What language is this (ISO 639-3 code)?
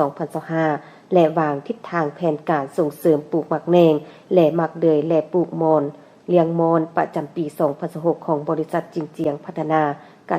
lao